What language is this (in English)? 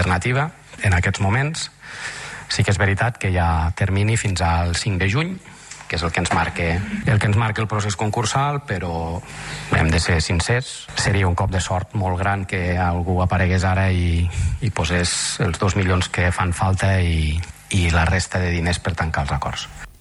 Catalan